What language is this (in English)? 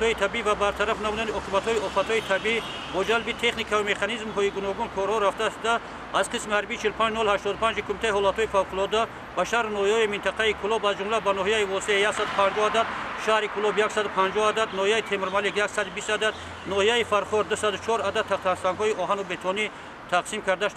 Tajik